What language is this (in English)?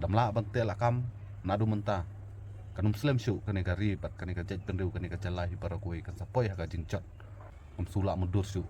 Khasi